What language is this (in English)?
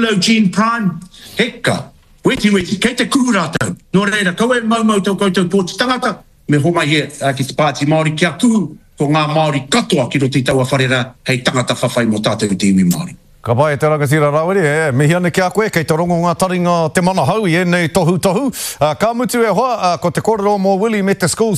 Māori